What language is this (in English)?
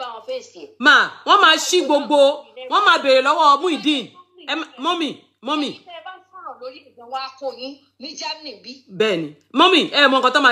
Yoruba